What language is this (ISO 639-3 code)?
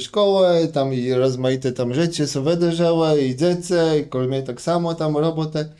csb